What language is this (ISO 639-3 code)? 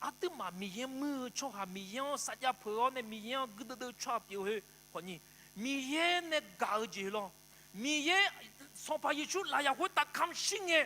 ahk